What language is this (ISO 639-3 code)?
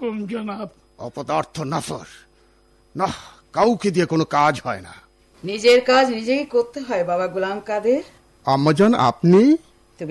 ben